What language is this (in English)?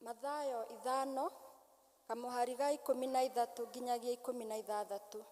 Kikuyu